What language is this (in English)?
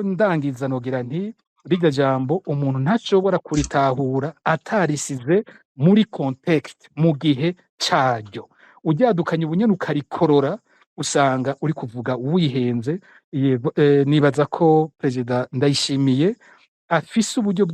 Rundi